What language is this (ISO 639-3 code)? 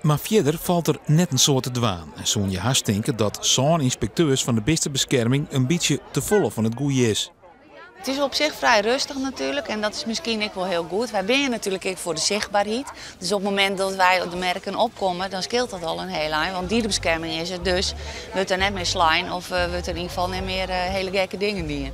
fry